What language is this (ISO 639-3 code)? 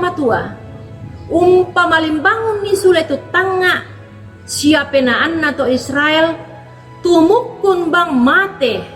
sda